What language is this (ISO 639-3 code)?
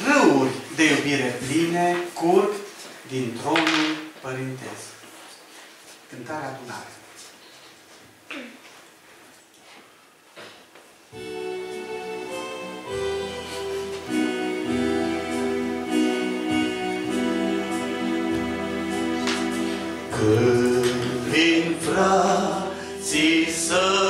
ron